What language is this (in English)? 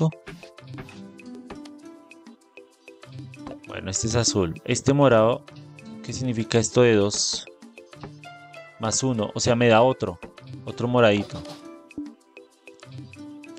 Spanish